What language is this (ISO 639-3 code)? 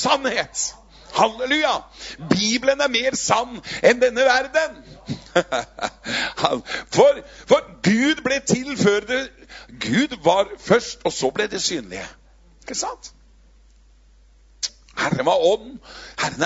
nor